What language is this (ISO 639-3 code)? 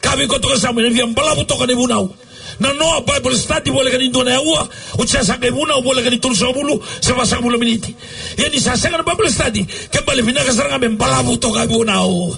fij